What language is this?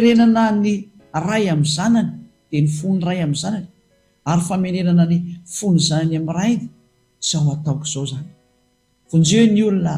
Malagasy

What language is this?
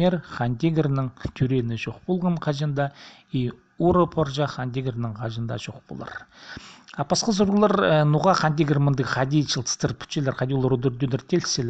Khakas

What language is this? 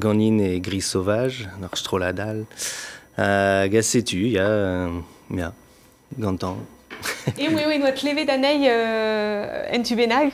Breton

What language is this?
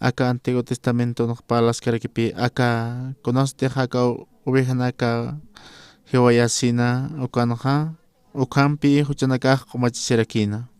Aymara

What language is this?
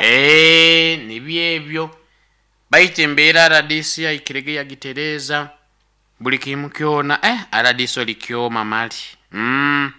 Nyoro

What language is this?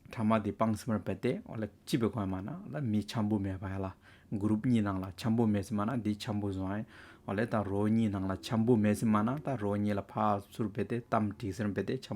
Hyolmo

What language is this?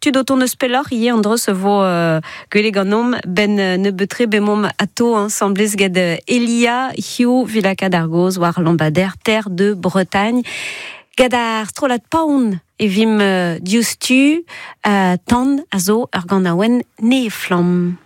Breton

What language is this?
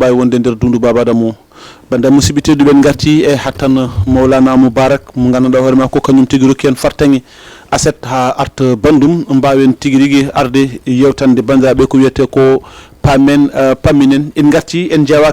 Fula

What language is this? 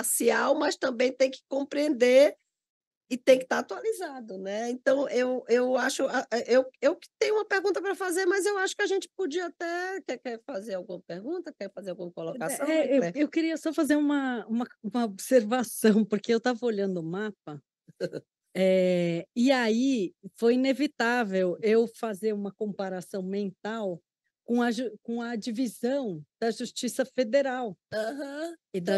Portuguese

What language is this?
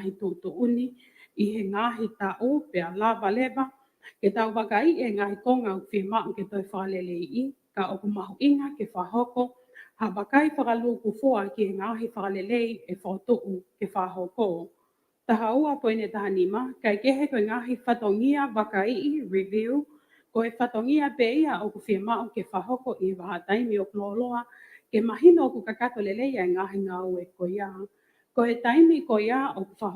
Tongan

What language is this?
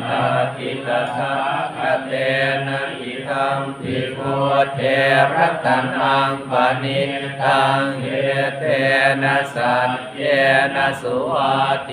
Pali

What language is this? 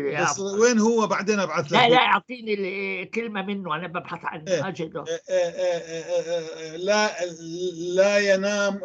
North Levantine Arabic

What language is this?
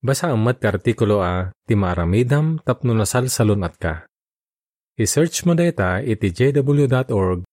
Iloko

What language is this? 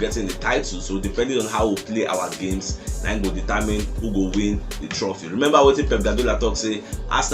Nigerian Pidgin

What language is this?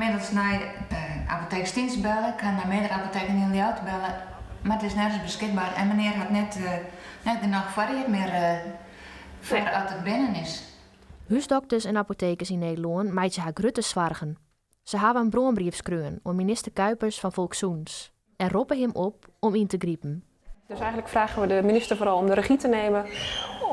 Western Frisian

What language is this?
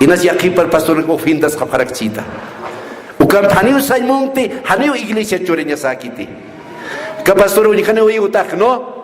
Aymara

